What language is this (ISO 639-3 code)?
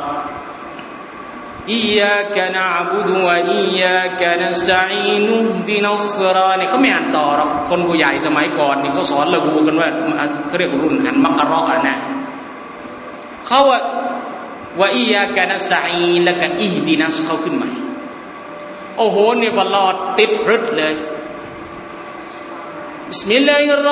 tha